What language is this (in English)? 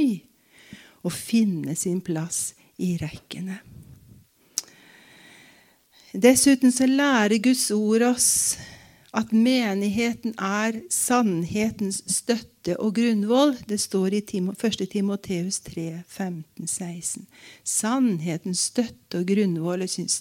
Norwegian